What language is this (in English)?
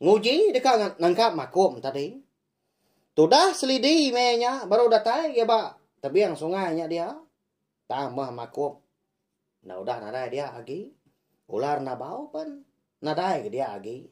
Iban